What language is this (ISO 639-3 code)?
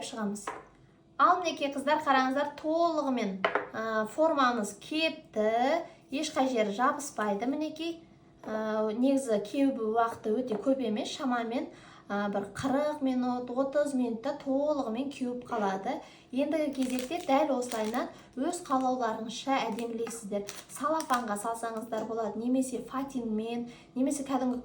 kaz